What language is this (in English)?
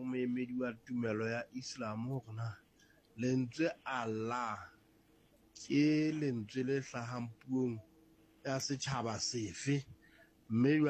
Southern Sotho